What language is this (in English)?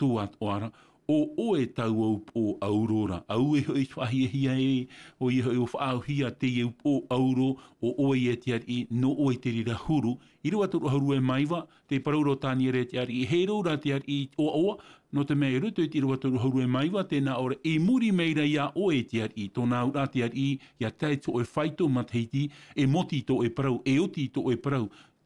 Tahitian